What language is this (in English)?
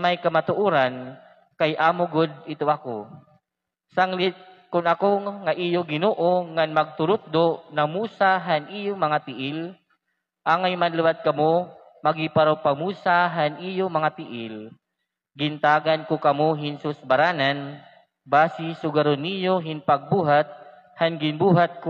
Waray